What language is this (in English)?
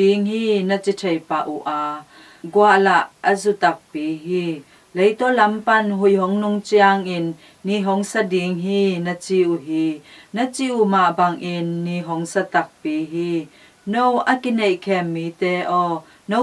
Tedim Chin